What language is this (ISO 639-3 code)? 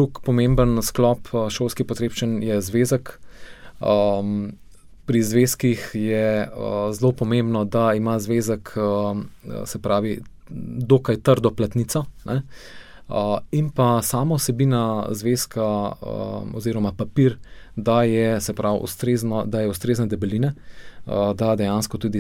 slv